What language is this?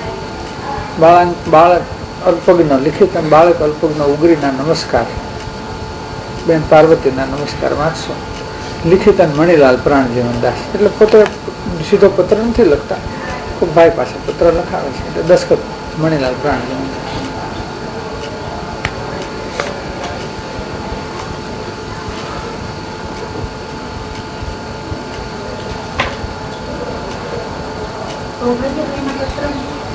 Gujarati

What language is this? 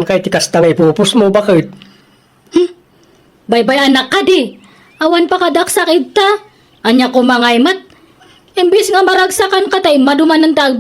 Iloko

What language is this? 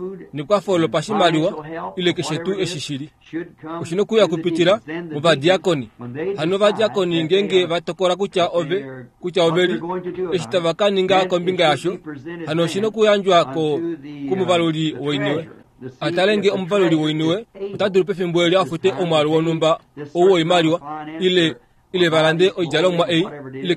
Kuanyama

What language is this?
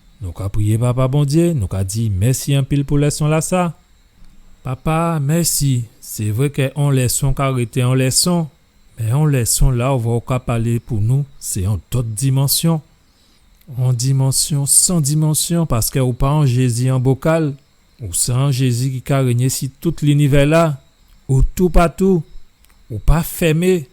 Guadeloupean Creole French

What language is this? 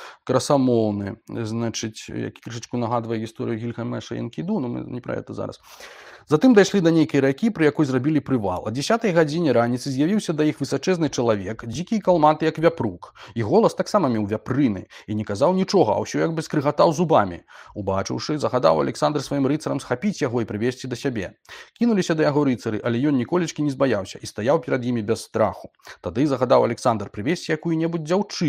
Belarusian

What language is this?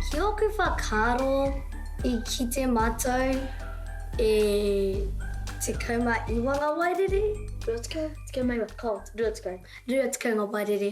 Māori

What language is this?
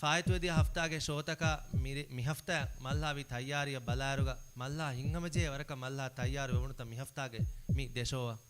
Divehi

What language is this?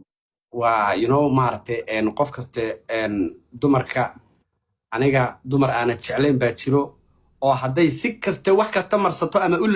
Somali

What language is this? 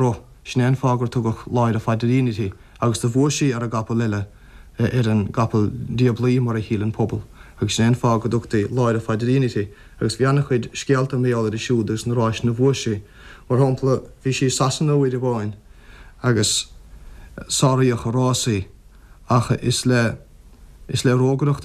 Irish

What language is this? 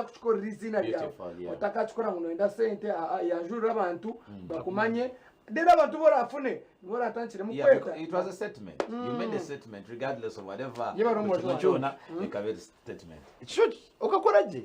Nyankole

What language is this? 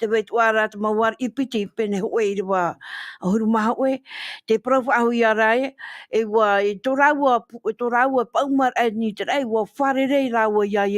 Tahitian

